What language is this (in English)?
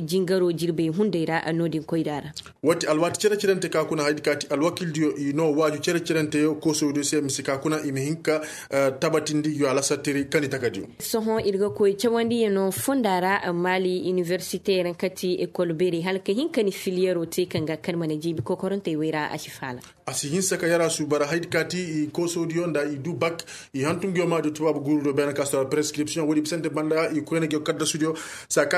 Koyraboro Senni